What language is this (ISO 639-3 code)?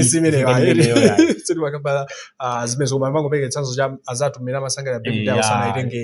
nya